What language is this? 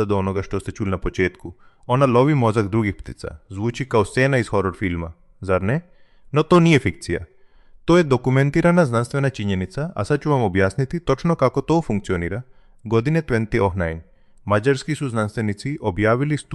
Croatian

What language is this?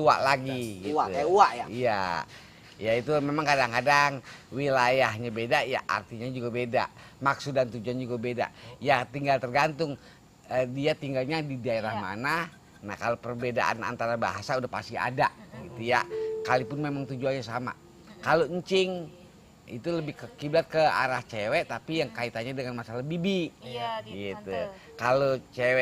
Betawi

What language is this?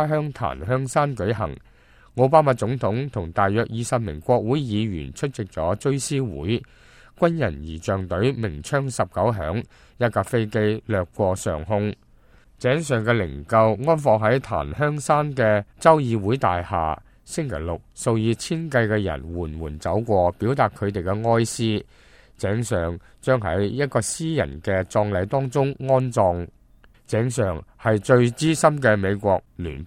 Cantonese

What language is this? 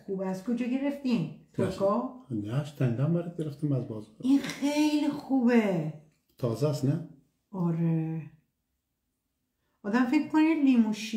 Persian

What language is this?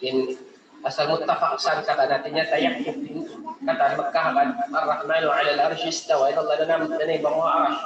Tausug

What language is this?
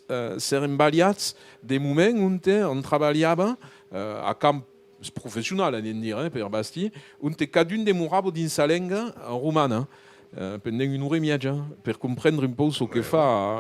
Occitan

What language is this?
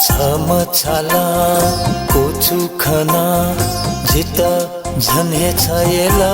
Newari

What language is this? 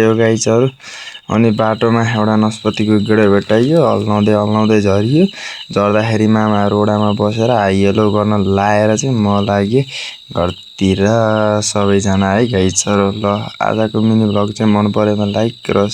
Nepali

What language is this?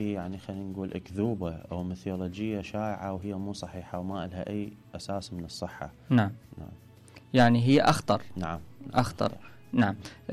Mesopotamian Arabic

